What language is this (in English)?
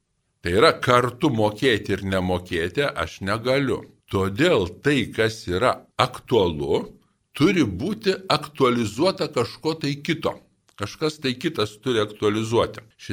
Lithuanian